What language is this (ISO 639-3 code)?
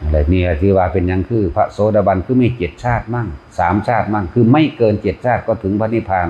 tts